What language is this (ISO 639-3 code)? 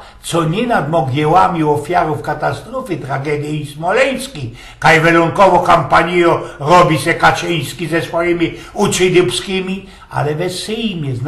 szl